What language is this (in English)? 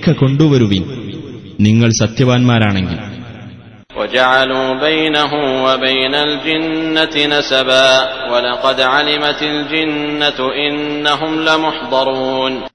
Malayalam